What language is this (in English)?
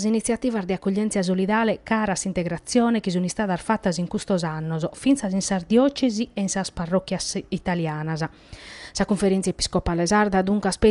Sardinian